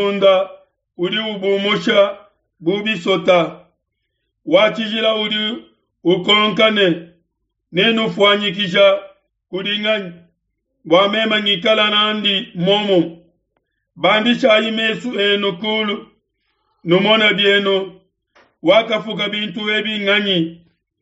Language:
Luba-Lulua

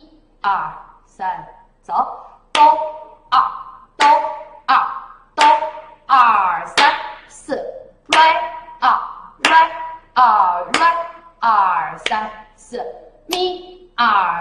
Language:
Chinese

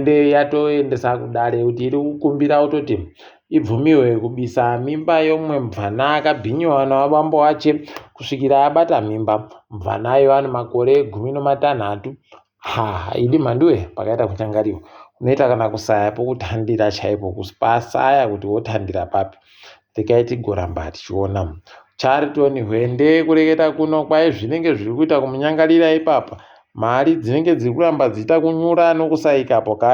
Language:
Ndau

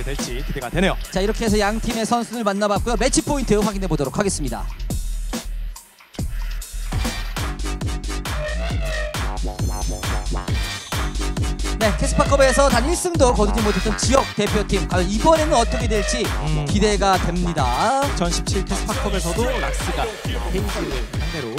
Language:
Korean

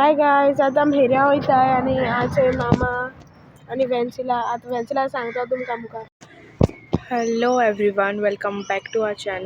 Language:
Konkani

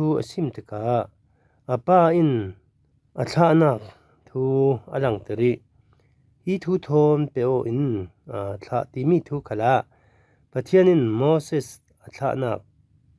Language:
Falam Chin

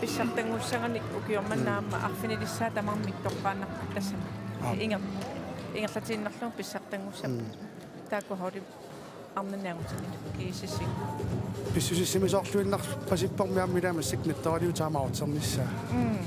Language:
Kalaallisut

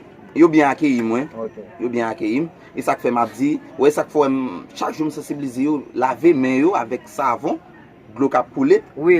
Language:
Haitian Creole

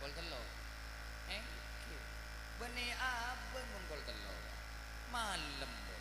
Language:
Madurese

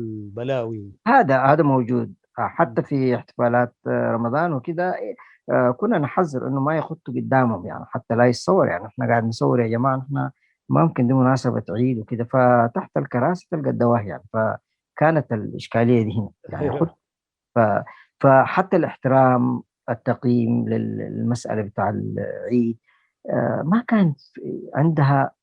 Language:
Sudanese Arabic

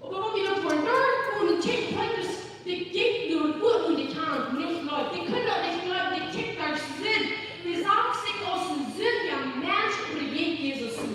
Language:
Plautdietsch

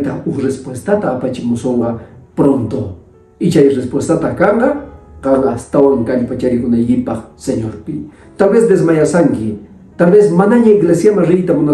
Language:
Quechua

